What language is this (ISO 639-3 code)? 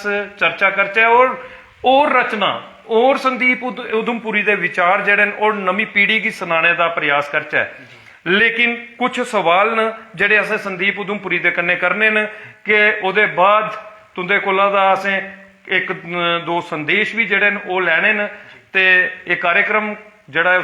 doi